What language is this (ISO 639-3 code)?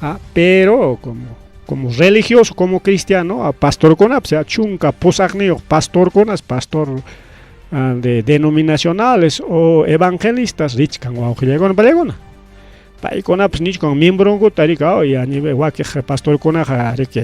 quy